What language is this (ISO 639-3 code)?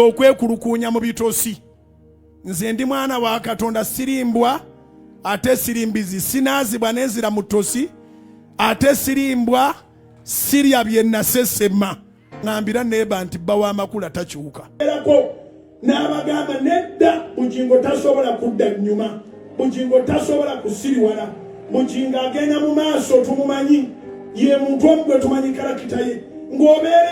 lug